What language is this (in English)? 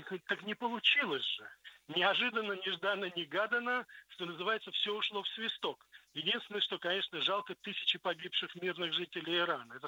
Russian